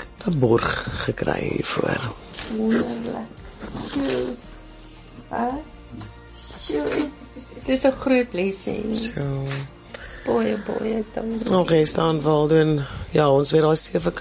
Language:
Afrikaans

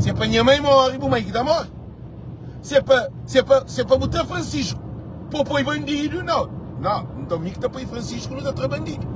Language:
Kabuverdianu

